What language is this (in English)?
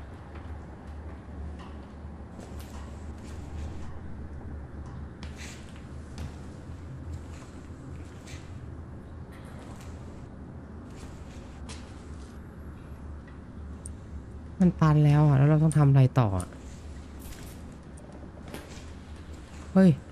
Thai